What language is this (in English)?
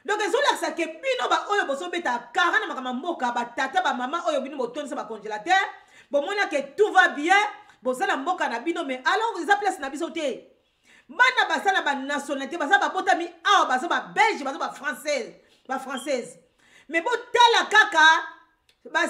Lingala